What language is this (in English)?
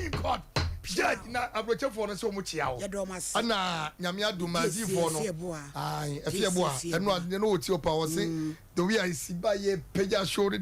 Akan